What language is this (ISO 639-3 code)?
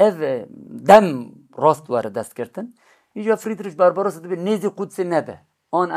kur